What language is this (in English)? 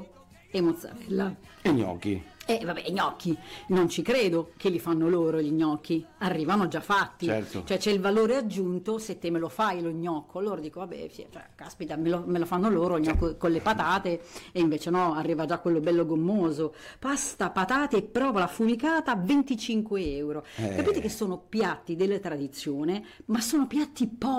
Italian